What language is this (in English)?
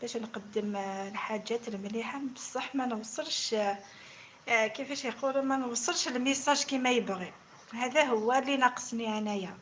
Algerian Arabic